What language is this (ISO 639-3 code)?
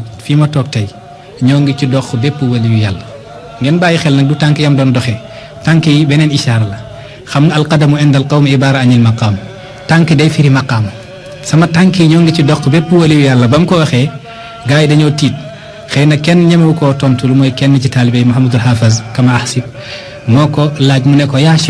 wol